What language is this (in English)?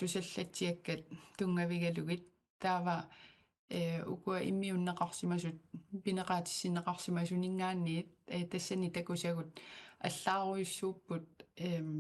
Kalaallisut